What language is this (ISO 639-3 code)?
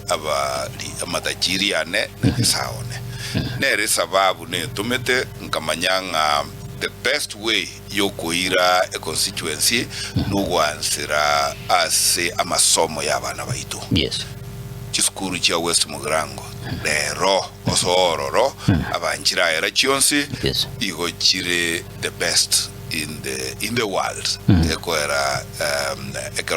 guz